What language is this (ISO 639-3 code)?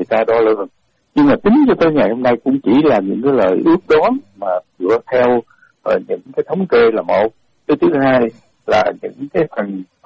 vie